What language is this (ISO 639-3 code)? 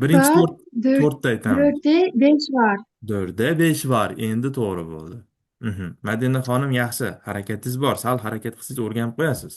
uzb